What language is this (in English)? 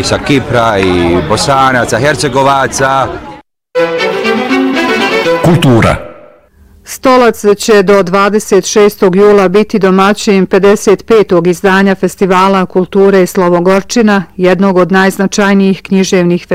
Bosnian